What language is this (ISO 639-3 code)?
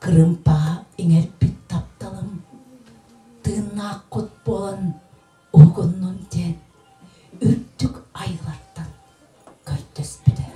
sah